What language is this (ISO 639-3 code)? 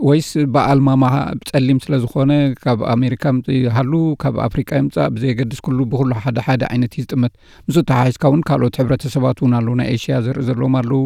tir